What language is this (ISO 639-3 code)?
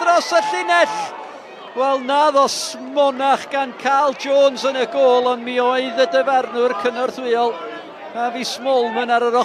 cym